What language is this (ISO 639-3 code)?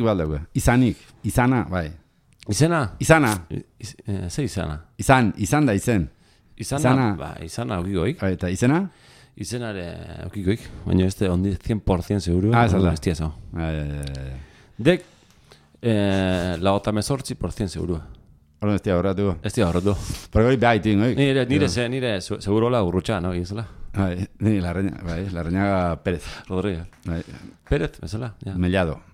eus